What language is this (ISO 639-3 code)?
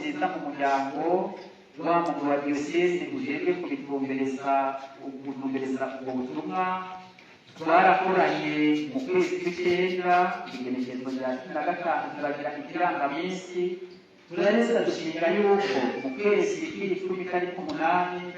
run